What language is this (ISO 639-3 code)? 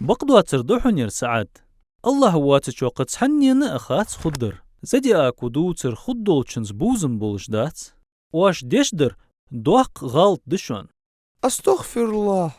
inh